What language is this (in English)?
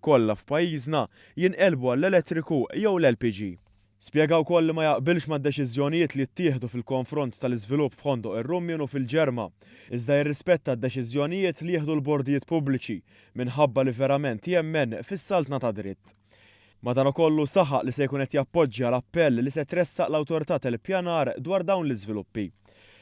Maltese